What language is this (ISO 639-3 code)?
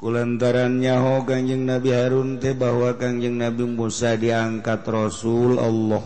sun